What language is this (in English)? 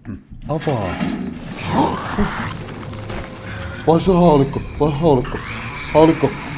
Finnish